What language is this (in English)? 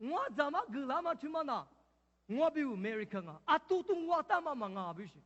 Lisu